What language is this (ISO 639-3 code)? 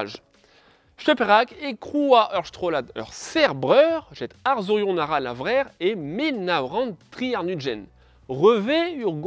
bre